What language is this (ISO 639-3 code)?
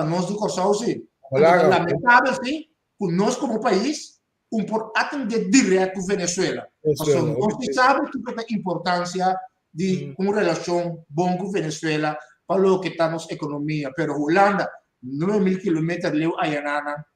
pap